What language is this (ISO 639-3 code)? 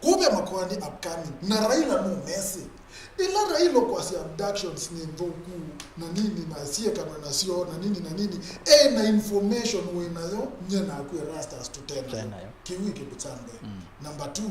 kam